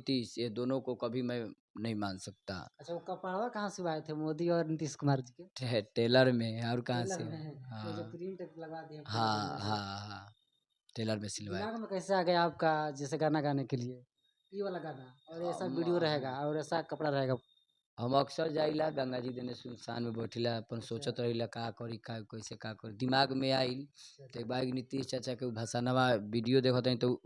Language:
Bhojpuri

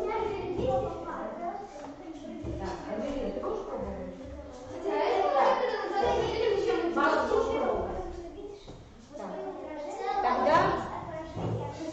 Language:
Russian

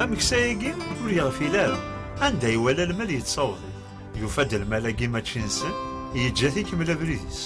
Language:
Kabyle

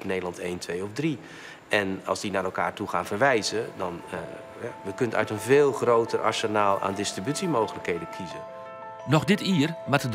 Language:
Western Frisian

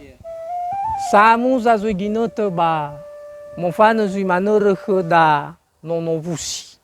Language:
Nias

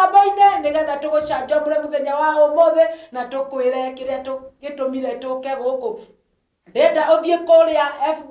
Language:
Kikuyu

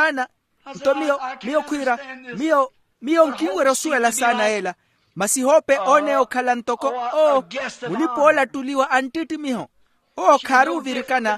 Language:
Makhuwa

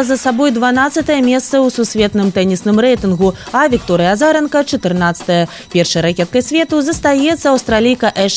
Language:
Belarusian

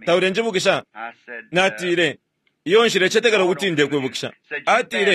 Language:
Bemba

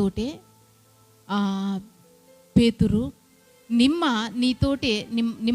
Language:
Koya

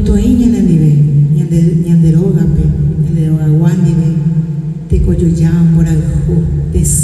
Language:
Guarani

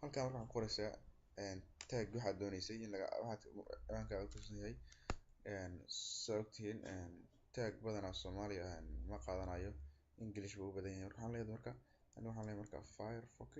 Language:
Somali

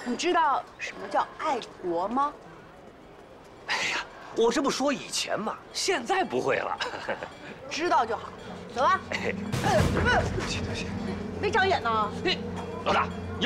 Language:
Chinese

